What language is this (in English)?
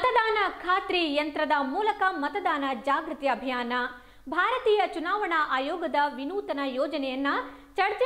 Kannada